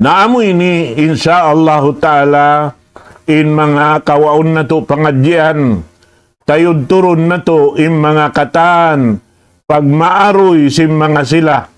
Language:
Tausug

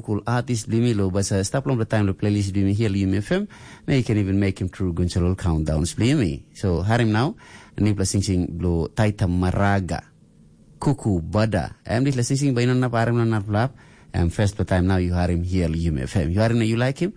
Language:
Tok Pisin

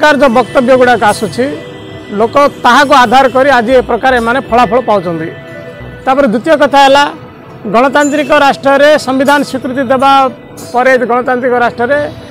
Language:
Odia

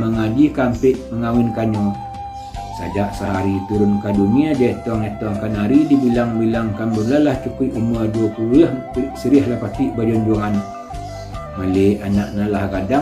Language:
Minangkabau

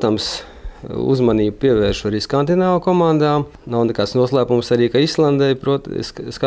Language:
Latvian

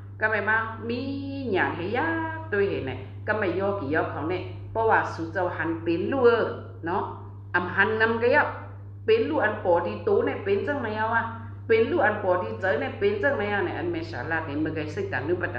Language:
Shan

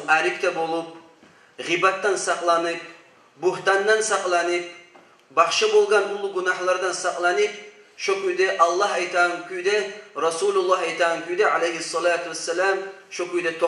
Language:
Kumyk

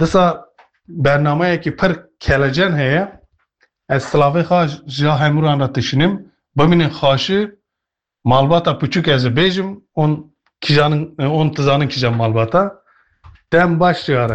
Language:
Kurdish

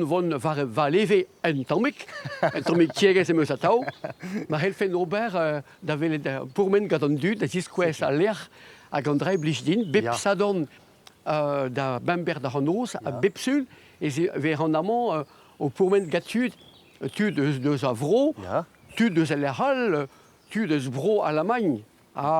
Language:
Breton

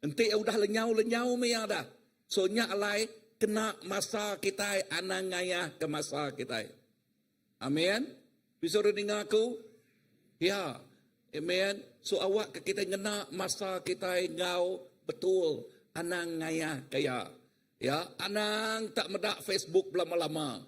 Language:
Iban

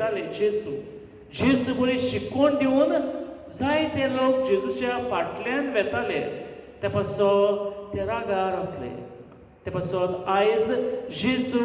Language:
Konkani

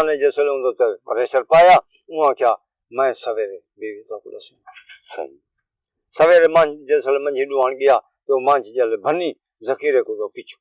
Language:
Saraiki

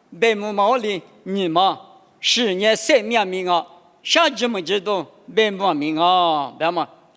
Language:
Lisu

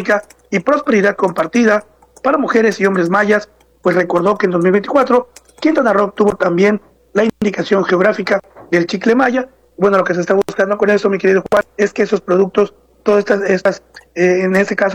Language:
Spanish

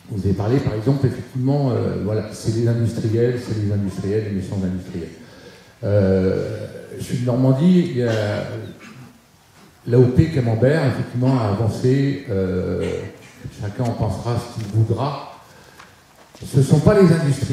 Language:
French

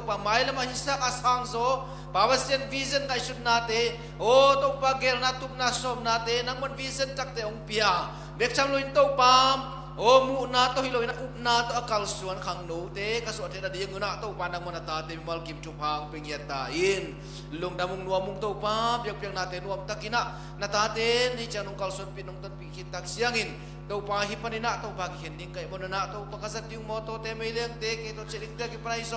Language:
Tedim Chin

